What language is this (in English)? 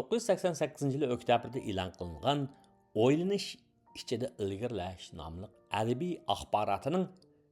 Uyghur